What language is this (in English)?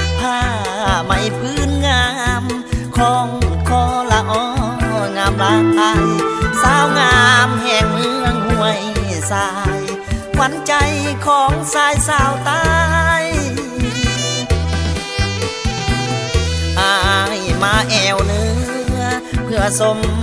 Lao